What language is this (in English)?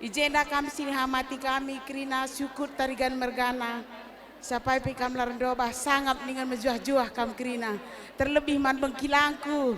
Batak Karo